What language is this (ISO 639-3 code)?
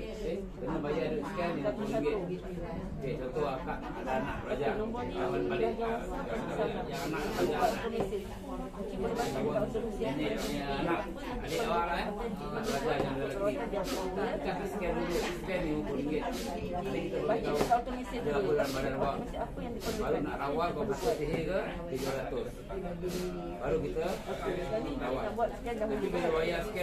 msa